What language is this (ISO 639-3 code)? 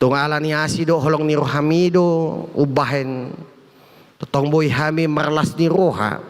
bbc